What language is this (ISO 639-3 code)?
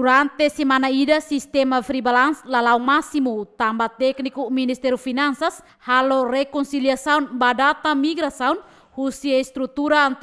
tet